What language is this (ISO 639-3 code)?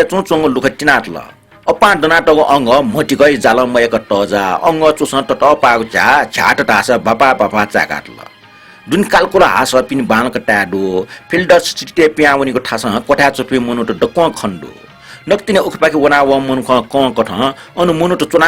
new